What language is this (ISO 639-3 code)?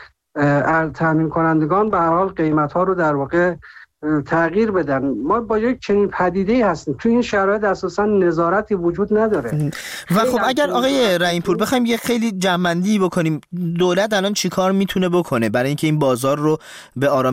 fas